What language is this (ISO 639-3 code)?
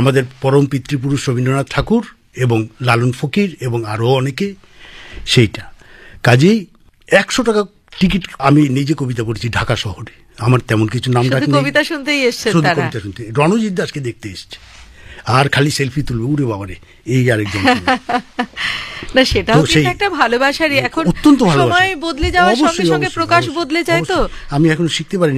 ben